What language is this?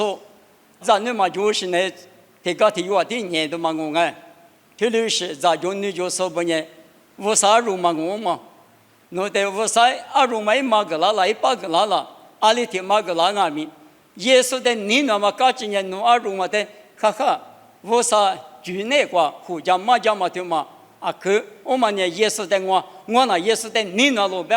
Lisu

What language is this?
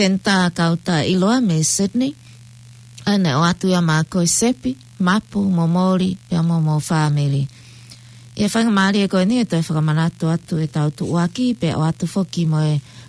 Tongan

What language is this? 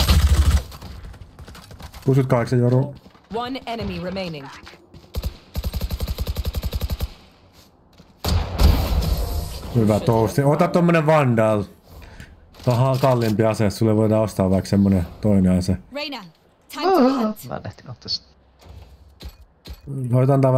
Finnish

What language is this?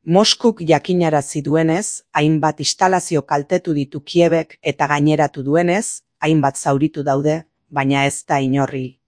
Basque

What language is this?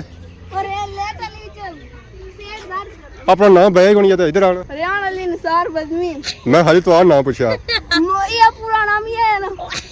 Pahari-Potwari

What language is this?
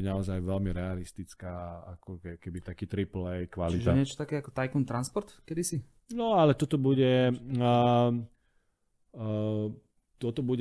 Slovak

